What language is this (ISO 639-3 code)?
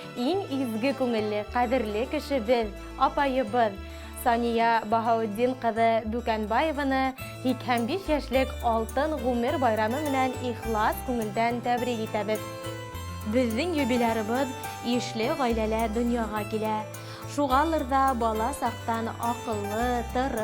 bak